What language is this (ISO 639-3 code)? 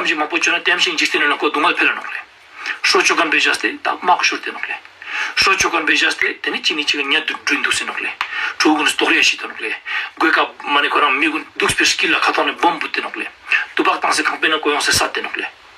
lbj